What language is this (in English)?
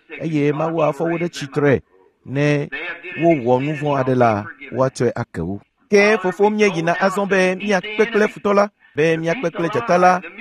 Ewe